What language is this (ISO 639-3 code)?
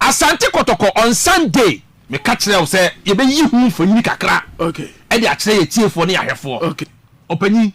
aka